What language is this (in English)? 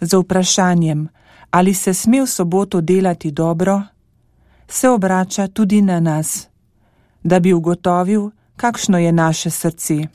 Slovenian